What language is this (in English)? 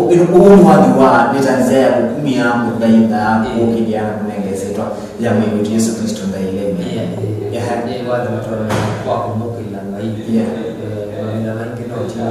Kamba